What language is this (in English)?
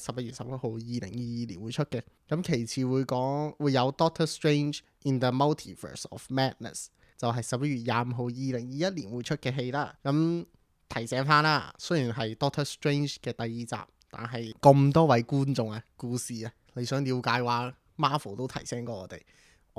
Cantonese